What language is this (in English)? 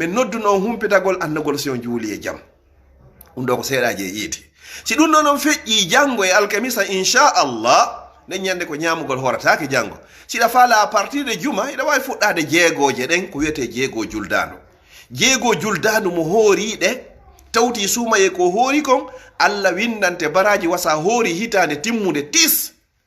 Fula